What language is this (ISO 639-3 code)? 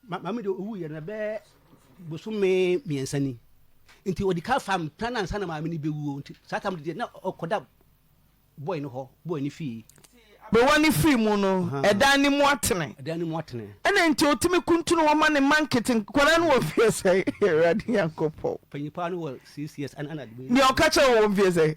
aka